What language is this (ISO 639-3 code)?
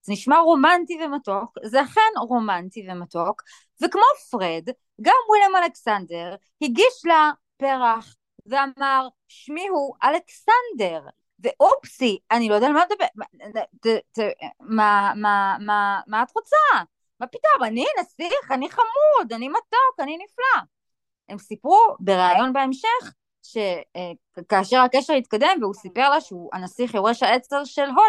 heb